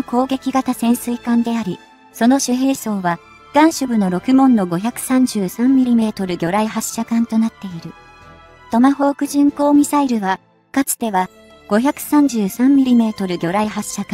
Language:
Japanese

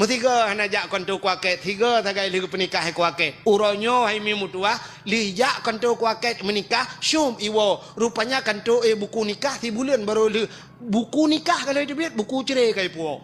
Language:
Achinese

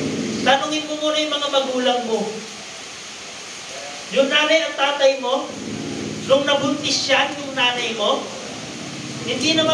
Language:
Filipino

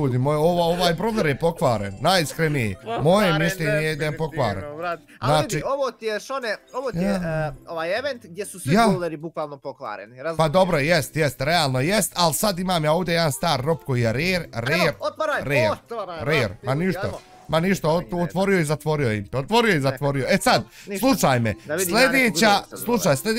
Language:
Bosnian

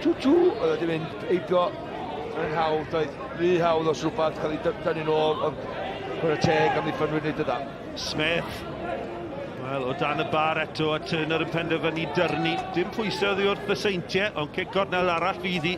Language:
Welsh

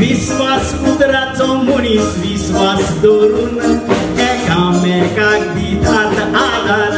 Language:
Konkani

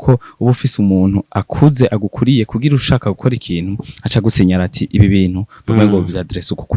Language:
Rundi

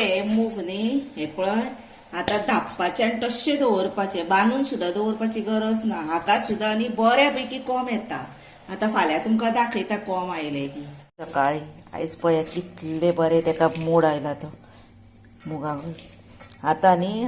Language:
Konkani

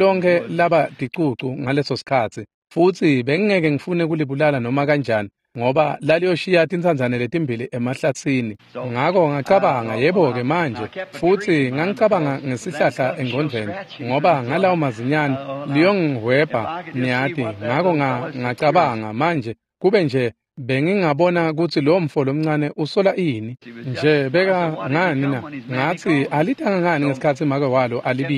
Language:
Swati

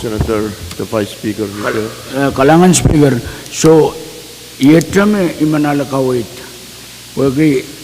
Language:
Pohnpeian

